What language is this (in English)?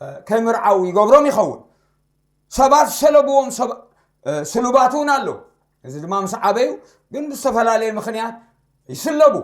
Tigrinya